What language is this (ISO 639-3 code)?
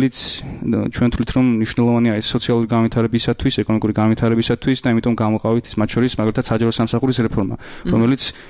kat